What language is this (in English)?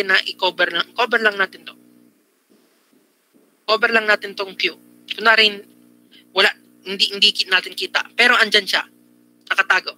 Filipino